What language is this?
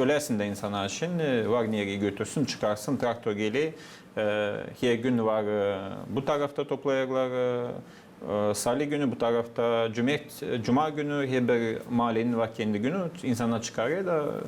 Gagauz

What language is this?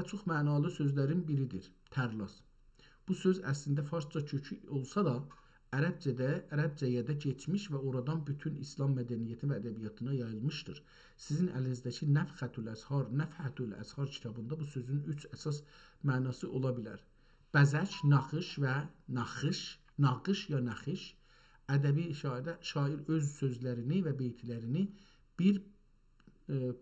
South Azerbaijani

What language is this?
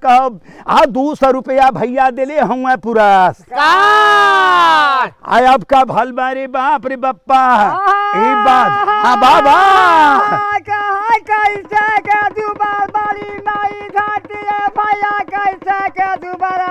Bhojpuri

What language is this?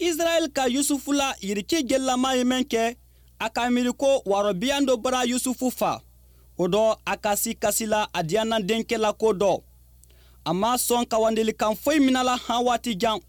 Bambara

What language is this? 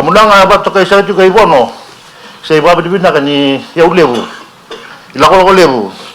Fijian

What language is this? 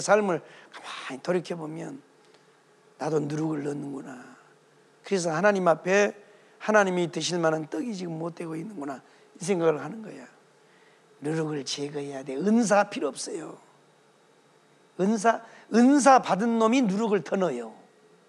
Korean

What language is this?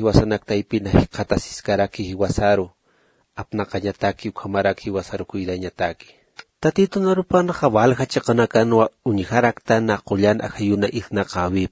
Aymara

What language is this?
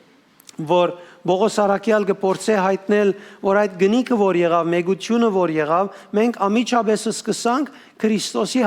Western Armenian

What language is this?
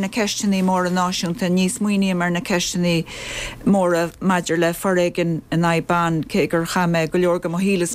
Irish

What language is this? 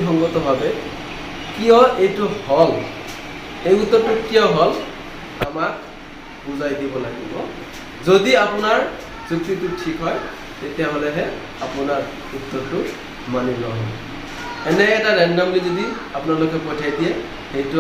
Assamese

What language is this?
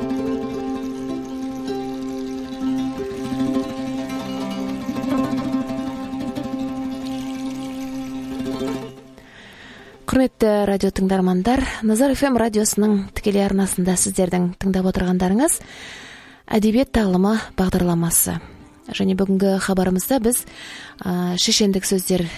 Kazakh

